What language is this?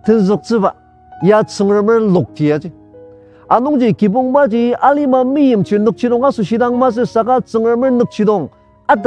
Ao Naga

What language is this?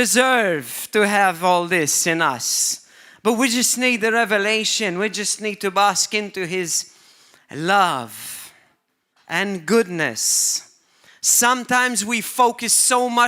English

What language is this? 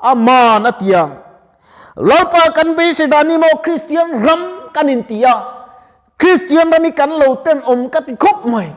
Mizo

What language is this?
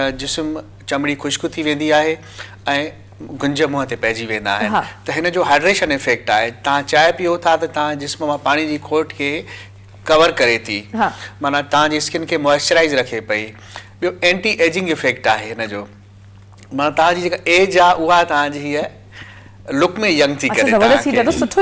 Sindhi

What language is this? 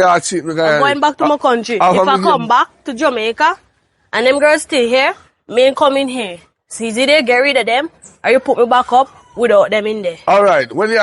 Jamaican Creole English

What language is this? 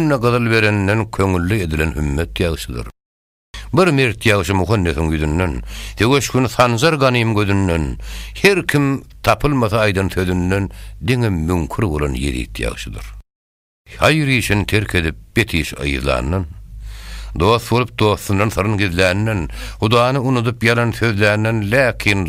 Turkmen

